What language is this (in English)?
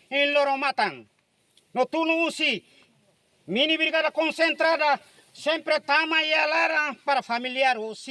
Tetum